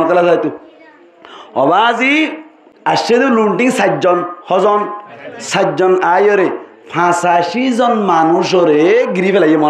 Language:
Rohingya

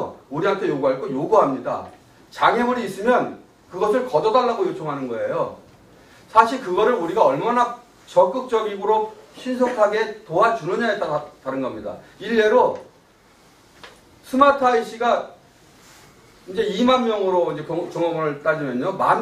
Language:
Korean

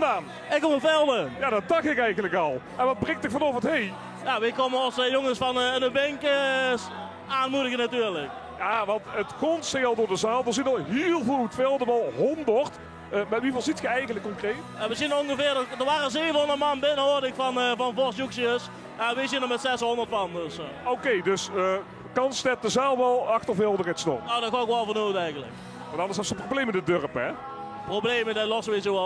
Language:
Limburgish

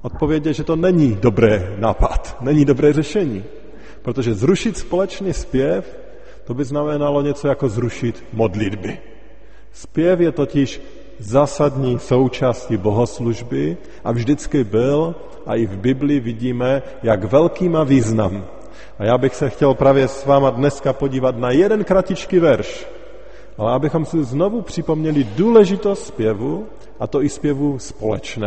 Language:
Czech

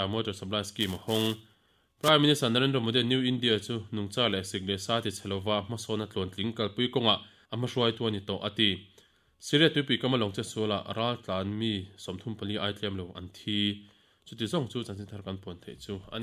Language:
Mizo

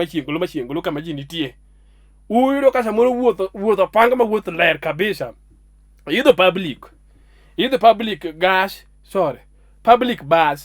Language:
Luo (Kenya and Tanzania)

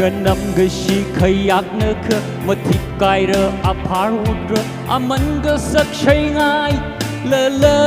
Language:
Tangkhul Naga (India)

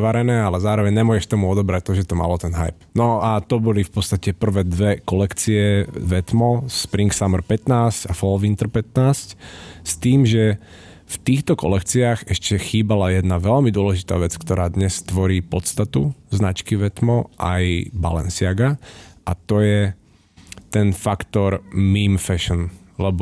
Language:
Slovak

